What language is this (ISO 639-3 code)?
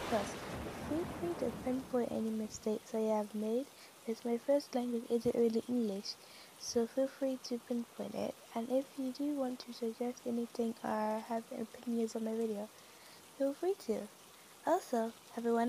eng